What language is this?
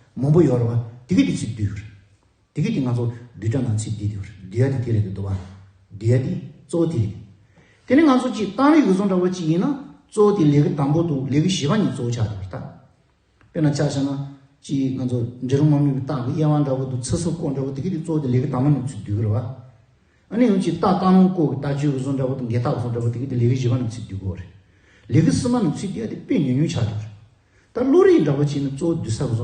Tibetan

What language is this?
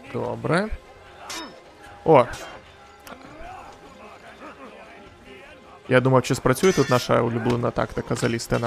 Ukrainian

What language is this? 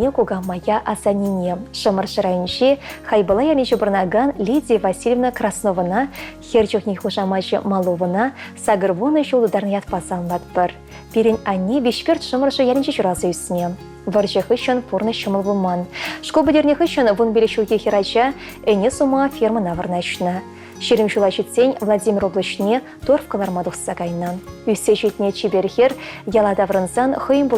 Chuvash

